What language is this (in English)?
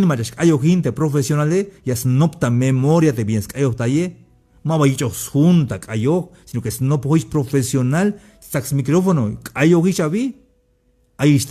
Tzeltal